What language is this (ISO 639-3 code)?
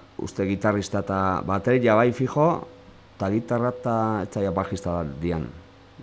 eus